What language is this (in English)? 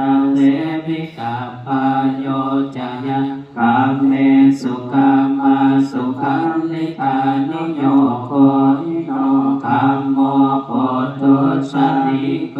Pali